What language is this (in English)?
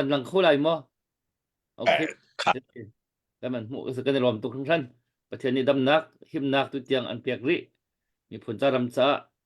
Hakha Chin